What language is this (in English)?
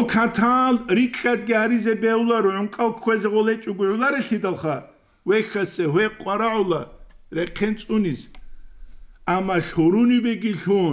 Avaric